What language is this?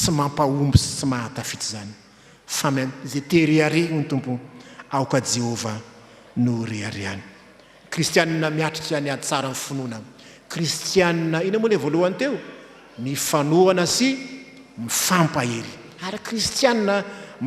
Malagasy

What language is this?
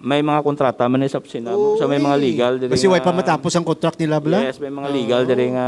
Hiligaynon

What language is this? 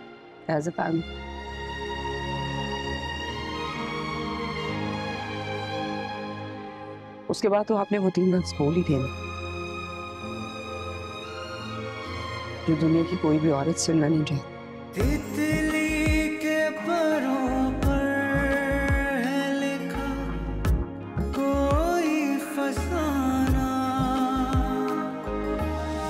Hindi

